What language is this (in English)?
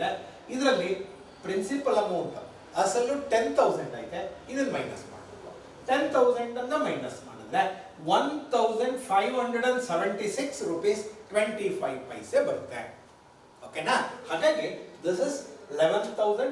Kannada